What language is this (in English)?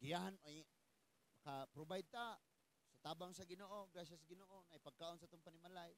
Cebuano